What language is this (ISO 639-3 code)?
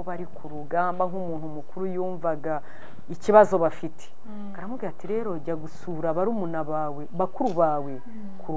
kin